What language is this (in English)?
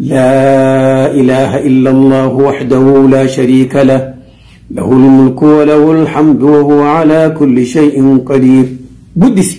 Oromo